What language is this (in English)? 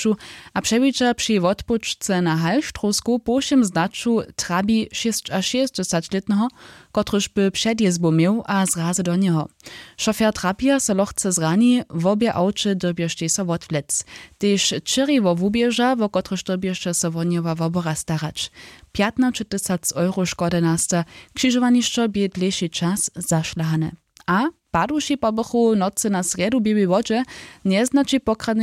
Upper Sorbian